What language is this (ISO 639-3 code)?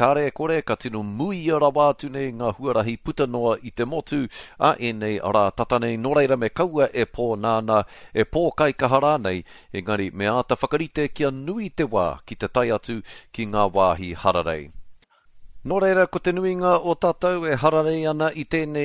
mri